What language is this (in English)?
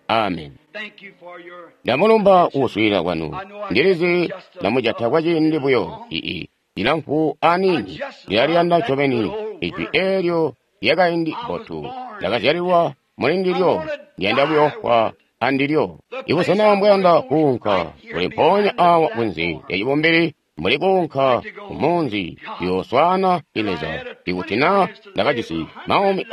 Tonga (Zambia)